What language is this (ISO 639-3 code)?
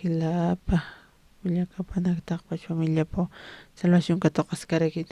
aym